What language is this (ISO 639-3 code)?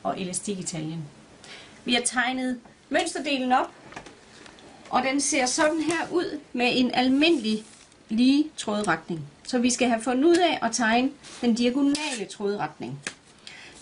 dan